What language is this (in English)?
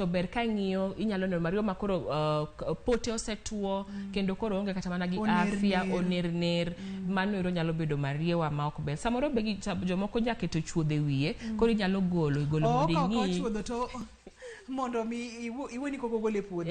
Luo (Kenya and Tanzania)